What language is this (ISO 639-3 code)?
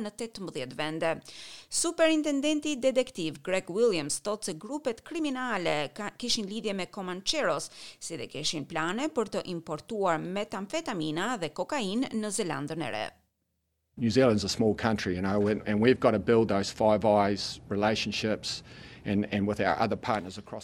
sqi